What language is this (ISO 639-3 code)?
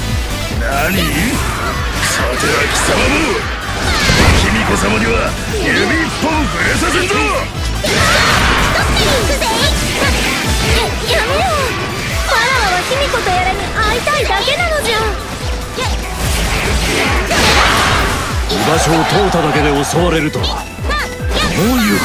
jpn